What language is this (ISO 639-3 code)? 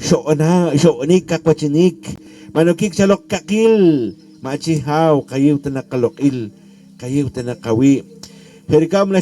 poh